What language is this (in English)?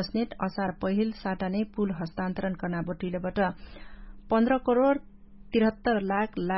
Dangaura Tharu